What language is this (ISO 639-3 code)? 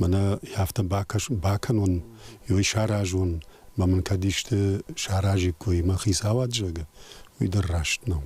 oss